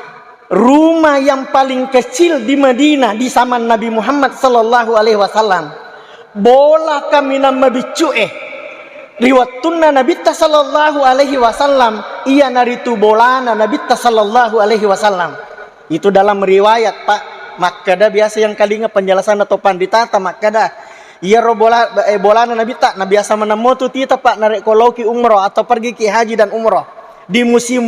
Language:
Buginese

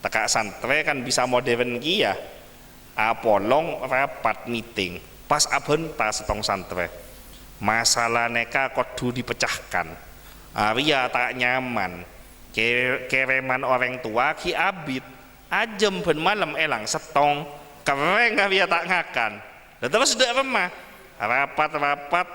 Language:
Madurese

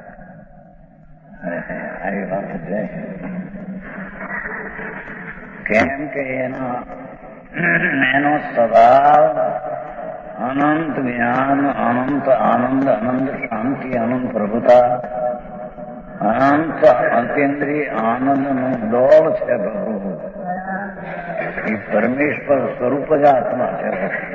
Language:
Gujarati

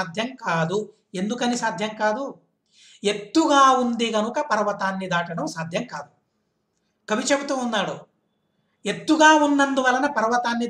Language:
Telugu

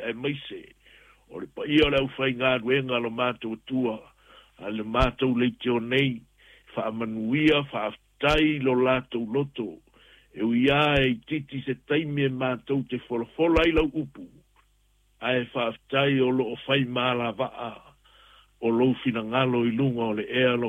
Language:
Samoan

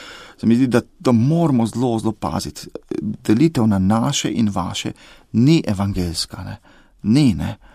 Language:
Slovenian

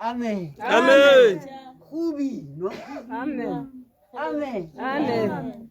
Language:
Tswana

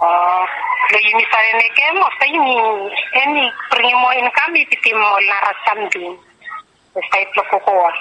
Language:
Bislama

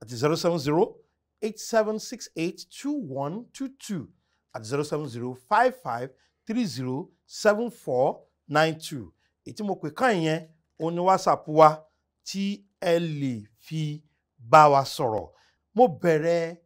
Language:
Yoruba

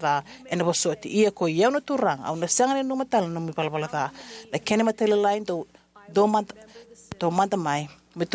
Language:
Fijian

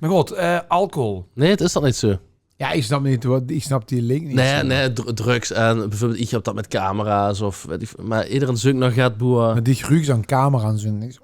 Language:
Limburgish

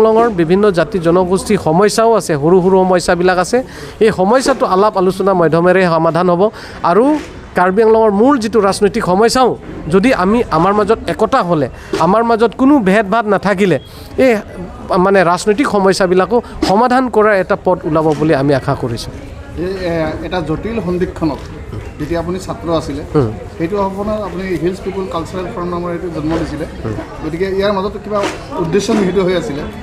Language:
Assamese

